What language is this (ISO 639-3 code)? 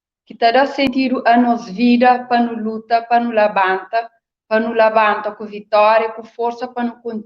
kea